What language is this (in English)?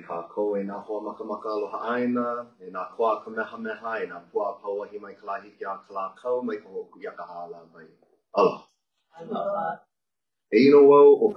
Hawaiian